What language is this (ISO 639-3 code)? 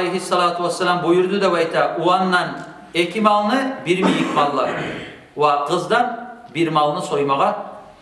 kum